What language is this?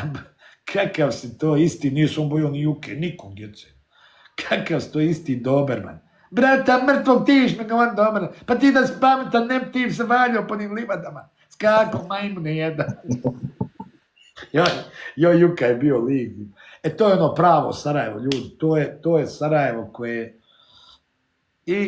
Bosnian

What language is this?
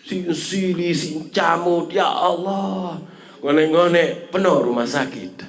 Sasak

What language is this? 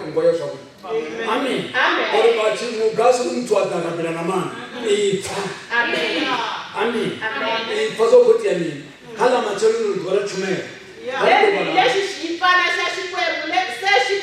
Tsonga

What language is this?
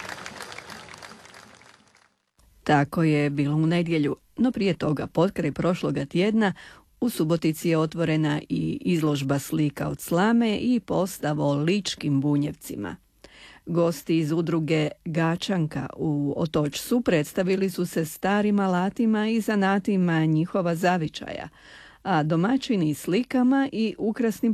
Croatian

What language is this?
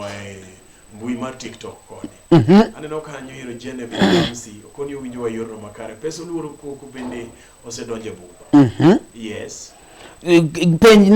Luo (Kenya and Tanzania)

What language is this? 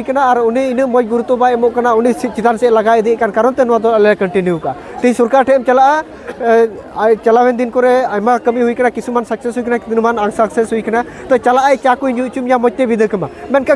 Santali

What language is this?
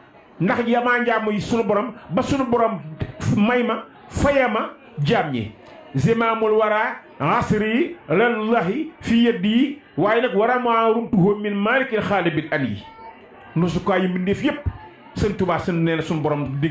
Wolof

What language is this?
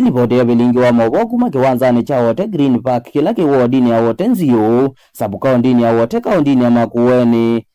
Kamba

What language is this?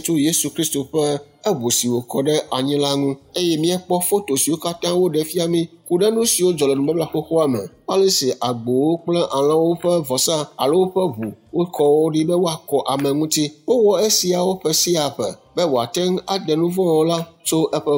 Ewe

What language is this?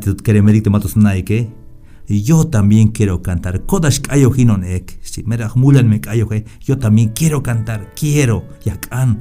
Tzeltal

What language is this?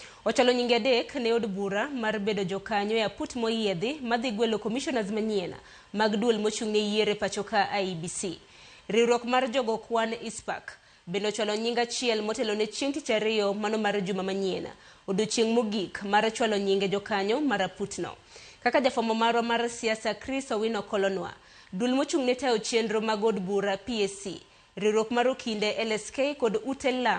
Luo (Kenya and Tanzania)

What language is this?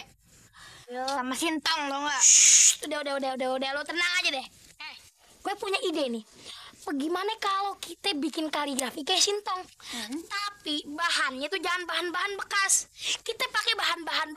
Betawi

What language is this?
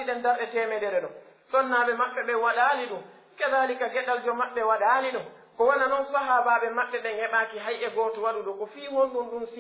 Pular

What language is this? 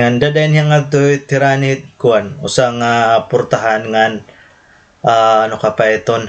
Waray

